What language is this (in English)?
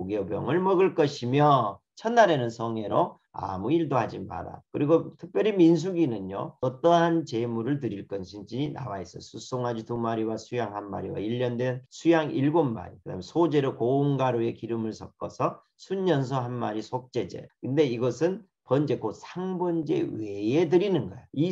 Korean